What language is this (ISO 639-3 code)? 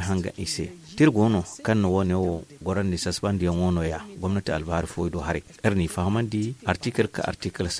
dje